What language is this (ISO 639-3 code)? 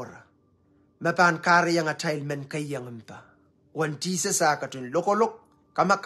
pon